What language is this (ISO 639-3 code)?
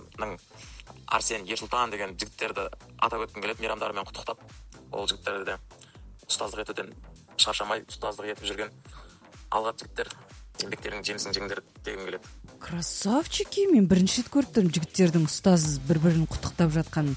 kaz